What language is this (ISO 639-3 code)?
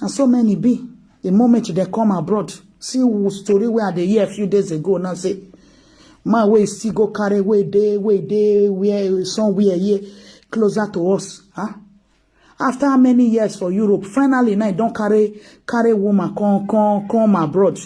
pcm